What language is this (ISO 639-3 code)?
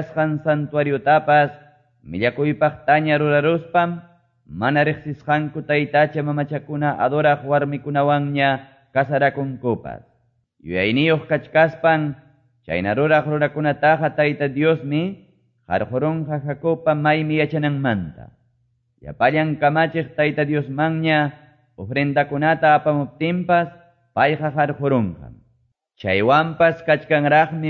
que